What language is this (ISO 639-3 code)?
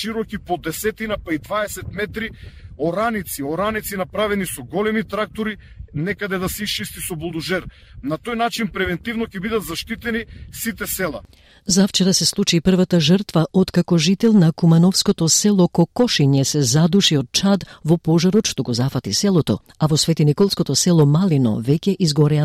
mkd